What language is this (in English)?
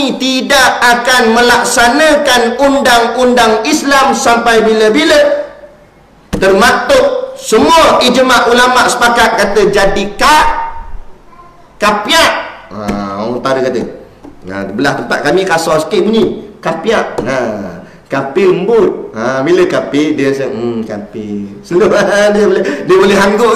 Malay